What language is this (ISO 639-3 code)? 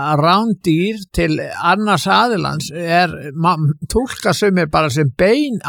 isl